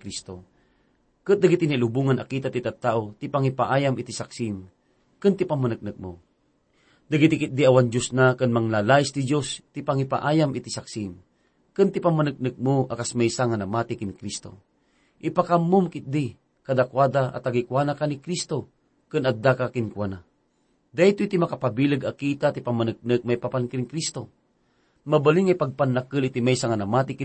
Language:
Iloko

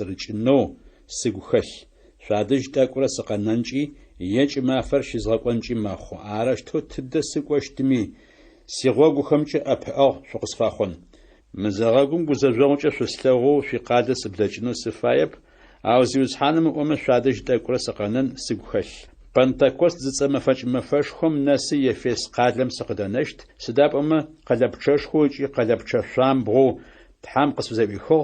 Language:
Adyghe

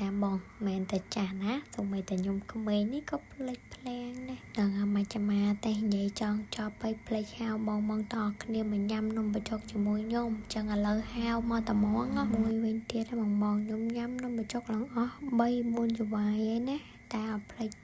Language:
Khmer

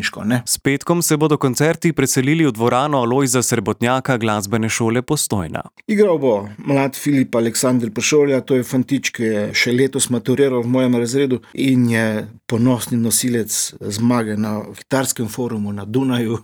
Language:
Slovenian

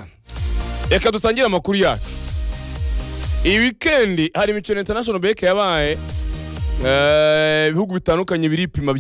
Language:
Kinyarwanda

